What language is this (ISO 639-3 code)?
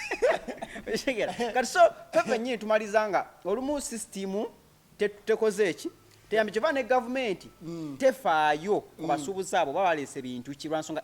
lug